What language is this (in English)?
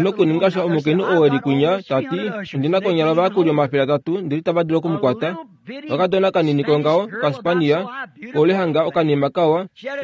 Kuanyama